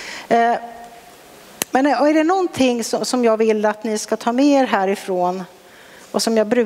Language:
Swedish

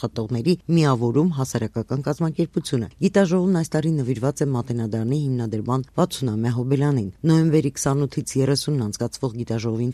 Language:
Armenian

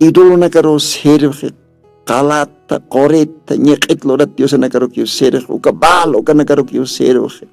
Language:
Aymara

